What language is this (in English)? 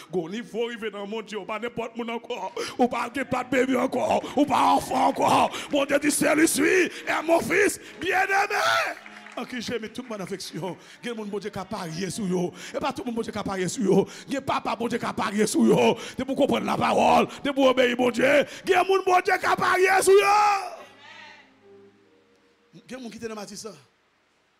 French